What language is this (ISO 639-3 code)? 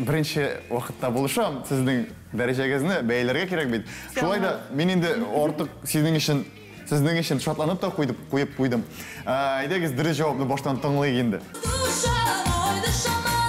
tat